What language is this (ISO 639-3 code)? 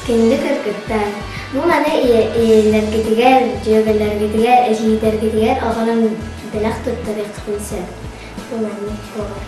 sah